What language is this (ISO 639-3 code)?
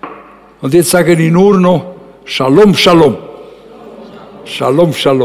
deu